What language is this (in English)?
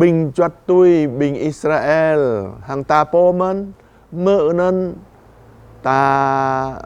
Jarai